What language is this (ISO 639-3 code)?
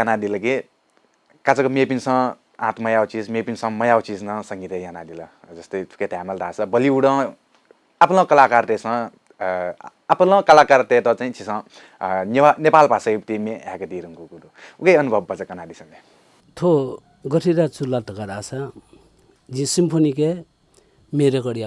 new